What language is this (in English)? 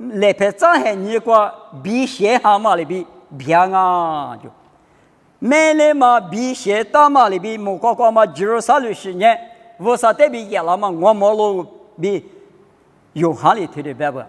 Lisu